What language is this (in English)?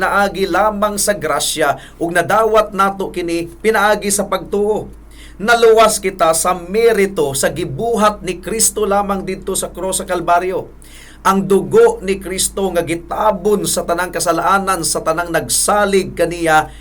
Cebuano